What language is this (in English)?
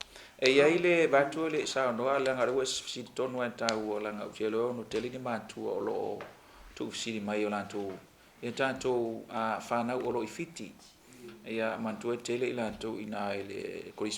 Samoan